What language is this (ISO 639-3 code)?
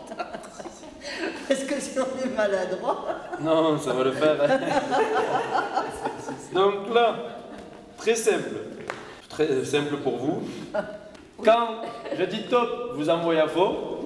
fra